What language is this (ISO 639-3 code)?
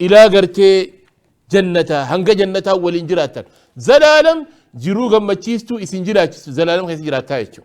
orm